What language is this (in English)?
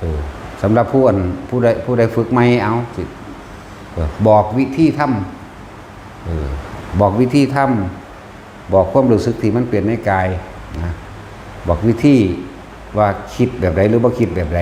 Northeastern Thai